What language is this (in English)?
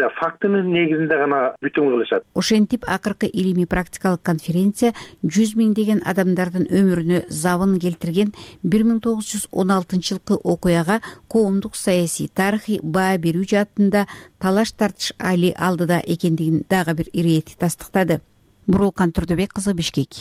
Kyrgyz